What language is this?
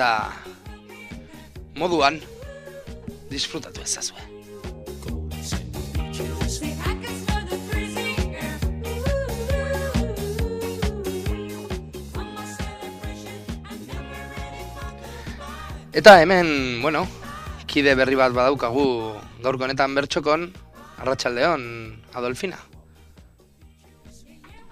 Basque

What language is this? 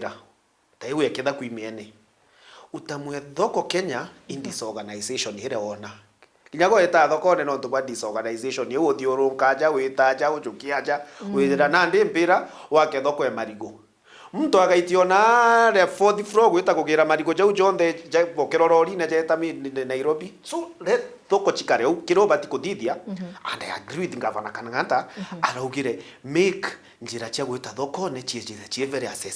Meru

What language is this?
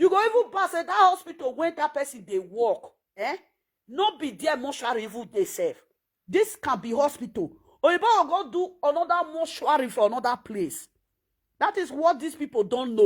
Nigerian Pidgin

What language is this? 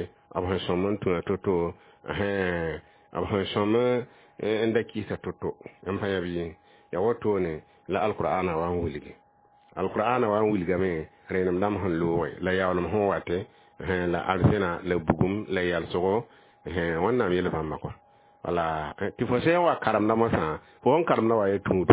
Mossi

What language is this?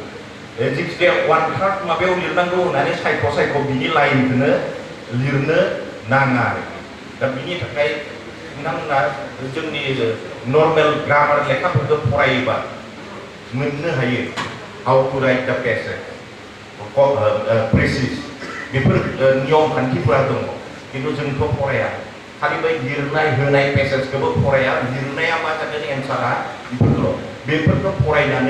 Bodo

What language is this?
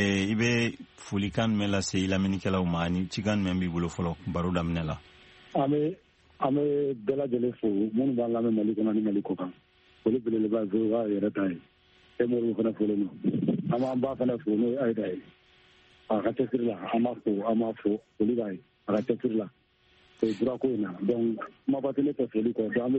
Bambara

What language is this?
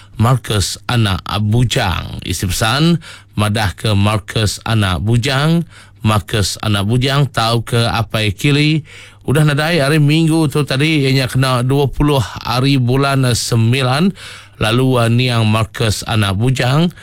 Iban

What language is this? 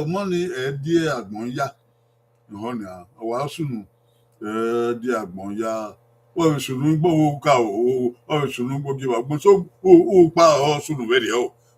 Bini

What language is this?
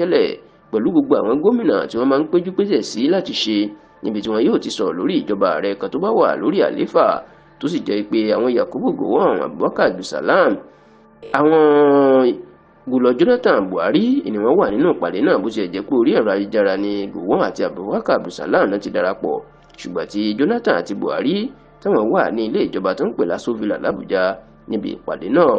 Yoruba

